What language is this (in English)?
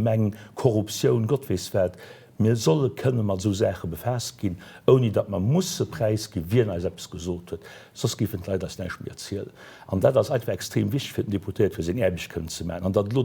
Luxembourgish